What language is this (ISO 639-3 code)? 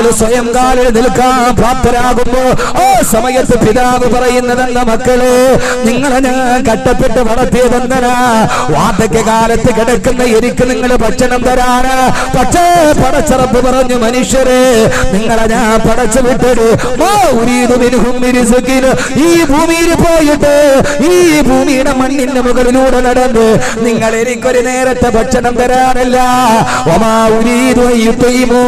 mal